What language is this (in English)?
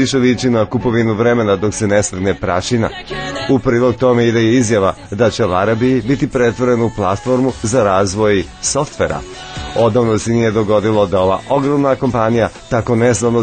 Serbian